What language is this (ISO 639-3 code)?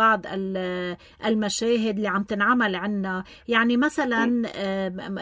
apc